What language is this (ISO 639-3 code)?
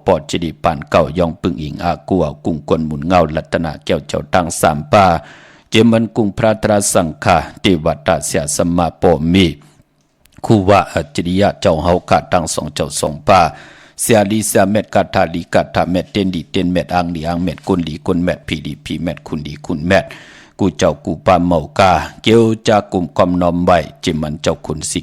shn